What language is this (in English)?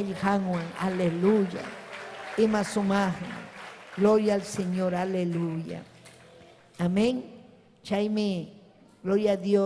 Ayacucho Quechua